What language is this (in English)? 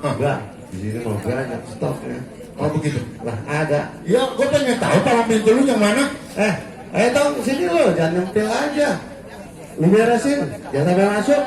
Betawi